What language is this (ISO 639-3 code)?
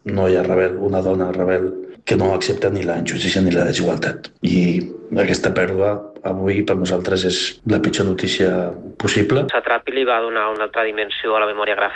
cat